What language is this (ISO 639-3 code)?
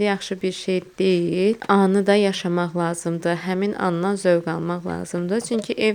aze